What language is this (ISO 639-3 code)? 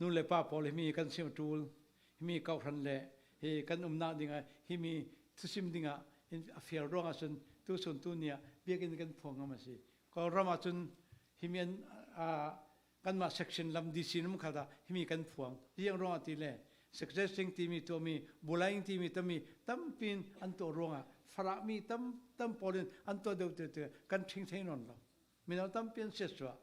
cfm